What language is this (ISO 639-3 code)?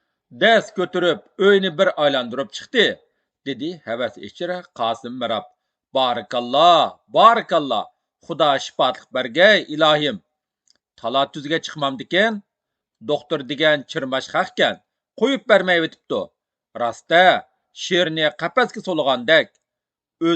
uig